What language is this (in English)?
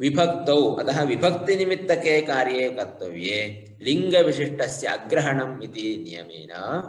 Sanskrit